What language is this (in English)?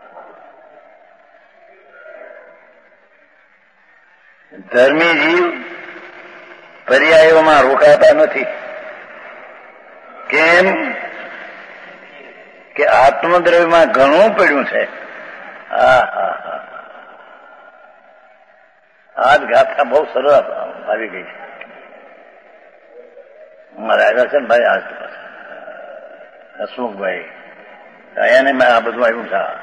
Gujarati